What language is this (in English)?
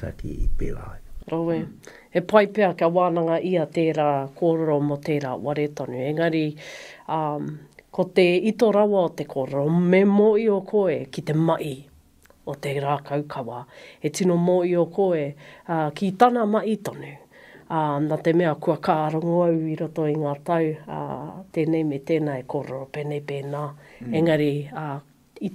Māori